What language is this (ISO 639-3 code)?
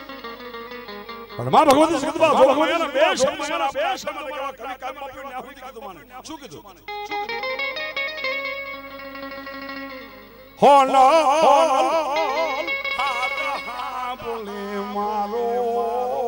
guj